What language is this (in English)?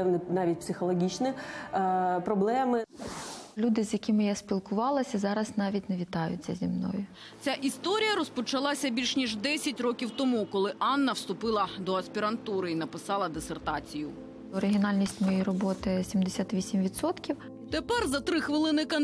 Ukrainian